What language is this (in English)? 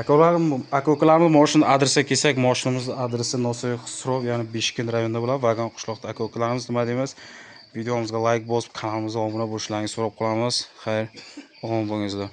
Uzbek